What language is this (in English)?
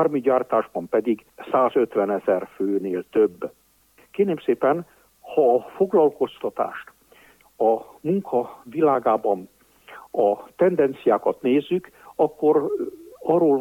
Hungarian